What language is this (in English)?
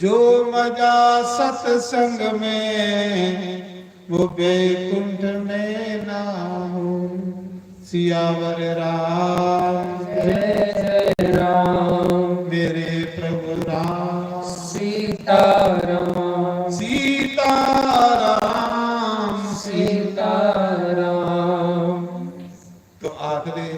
Dogri